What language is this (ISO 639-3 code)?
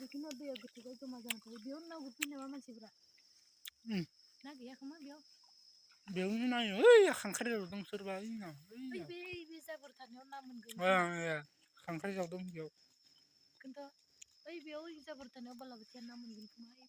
brx